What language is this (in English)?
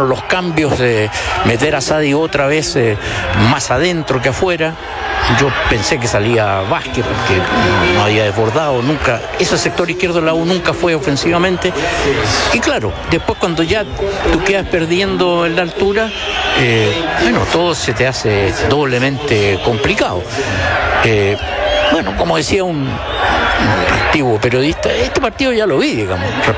Spanish